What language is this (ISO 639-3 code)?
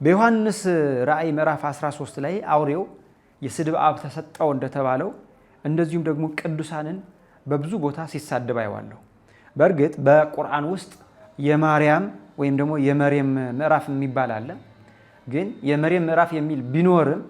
amh